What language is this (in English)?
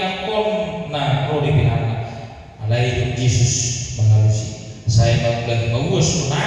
Batak Toba